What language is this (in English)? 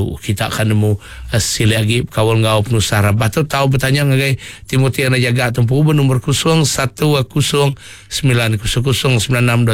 Iban